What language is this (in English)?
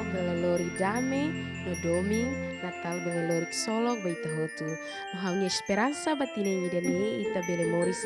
Tetum